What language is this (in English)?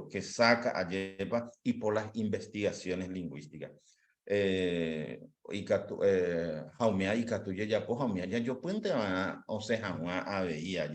Guarani